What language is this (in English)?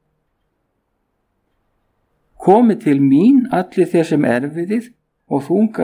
Icelandic